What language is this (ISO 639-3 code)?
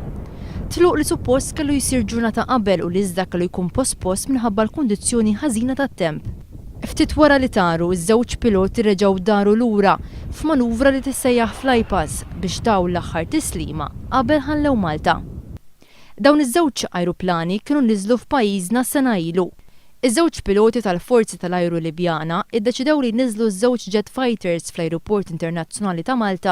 mlt